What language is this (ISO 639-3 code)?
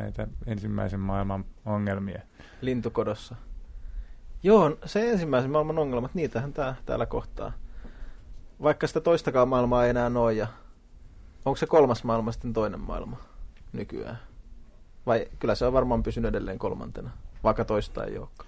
fin